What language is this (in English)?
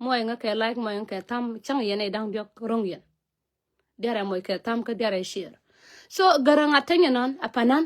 Nuer